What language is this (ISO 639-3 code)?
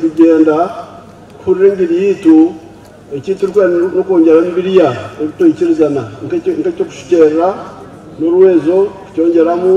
nyn